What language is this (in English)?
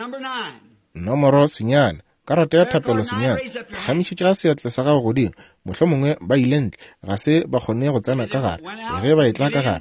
Northern Sotho